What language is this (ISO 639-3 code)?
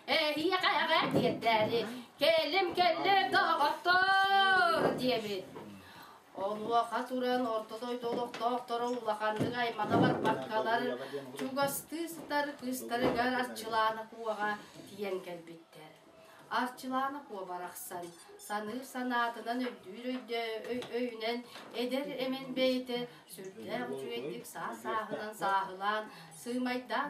sah